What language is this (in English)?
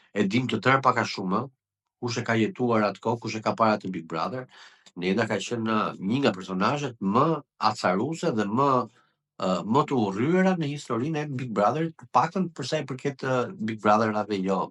Albanian